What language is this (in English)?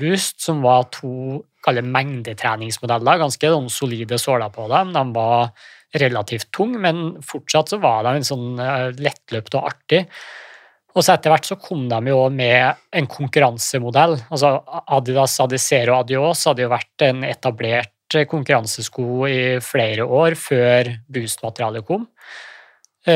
Norwegian